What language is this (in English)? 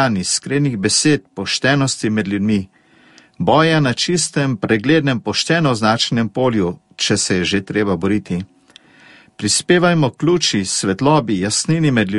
Slovenian